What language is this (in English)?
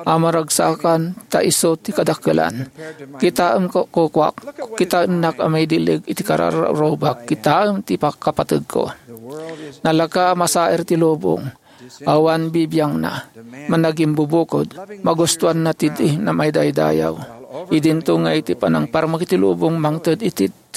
Iloko